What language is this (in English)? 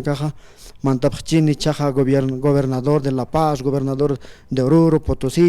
Aymara